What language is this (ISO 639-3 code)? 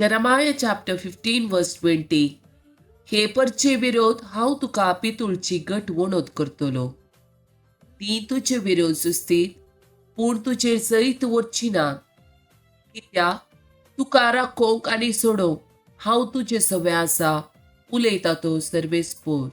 kok